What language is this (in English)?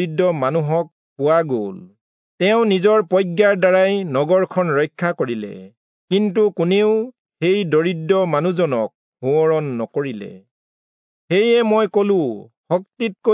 Assamese